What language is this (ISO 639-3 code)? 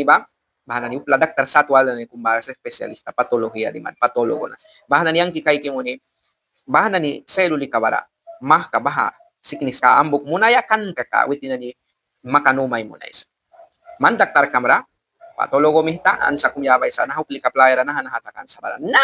miq